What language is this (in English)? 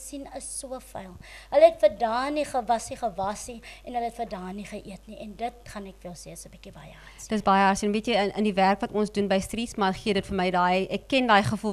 Afrikaans